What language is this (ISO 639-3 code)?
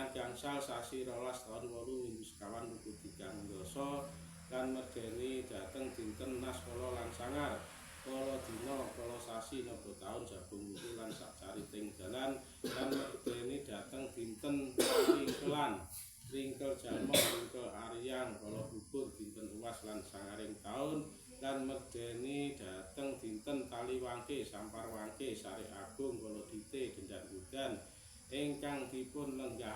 jav